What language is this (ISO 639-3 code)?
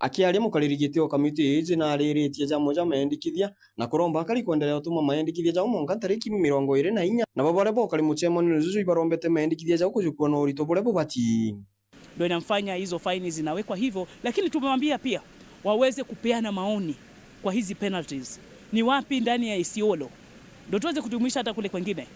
mer